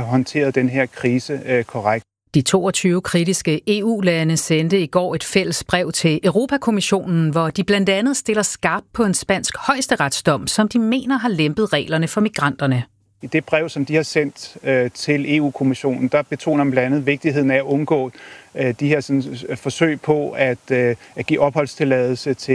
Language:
Danish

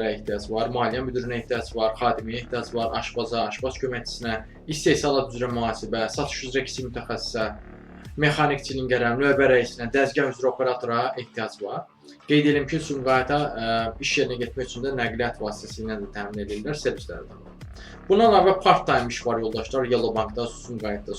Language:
Azerbaijani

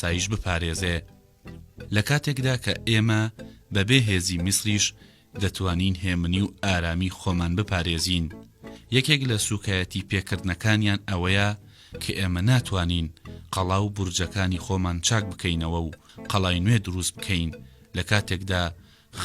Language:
Central Kurdish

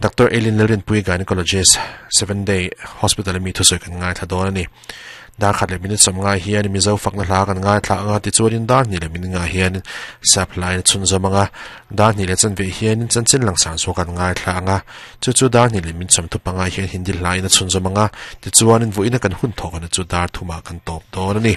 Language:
Mizo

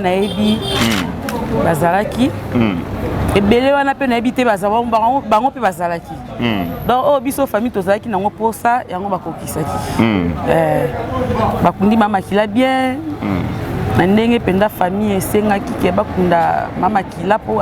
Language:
Lingala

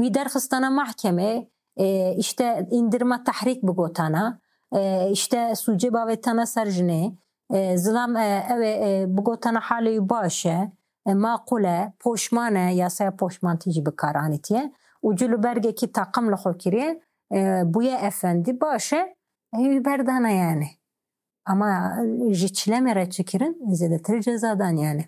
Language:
Kurdish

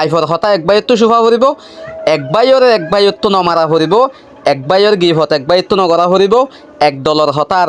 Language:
Rohingya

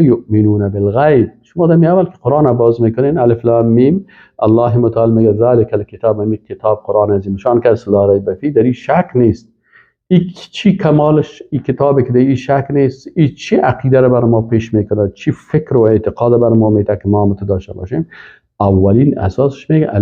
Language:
Persian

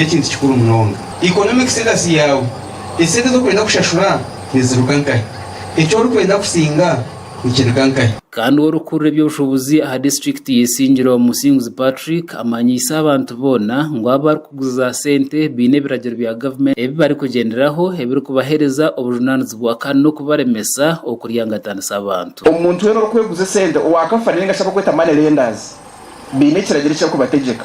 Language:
Nyankole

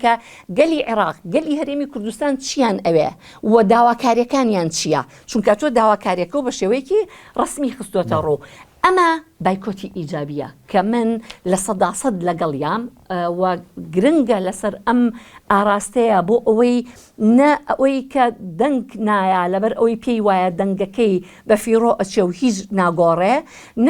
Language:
Central Kurdish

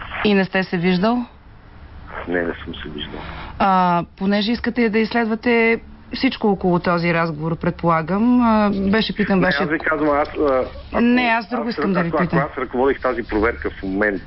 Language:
Bulgarian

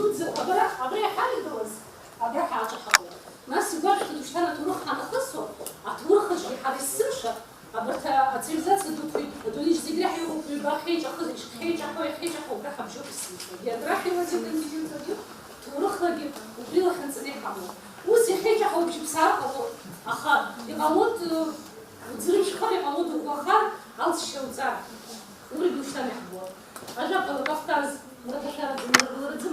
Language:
Abkhazian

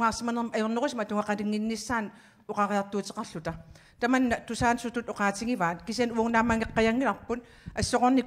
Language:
Kalaallisut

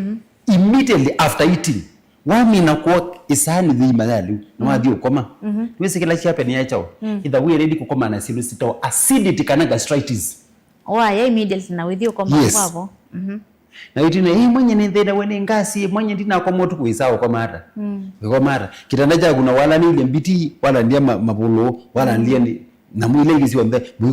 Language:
Kamba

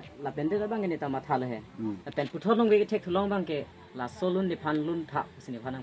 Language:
Karbi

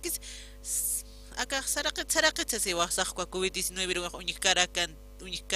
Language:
Aymara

